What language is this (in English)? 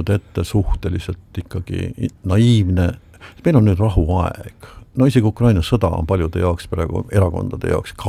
Estonian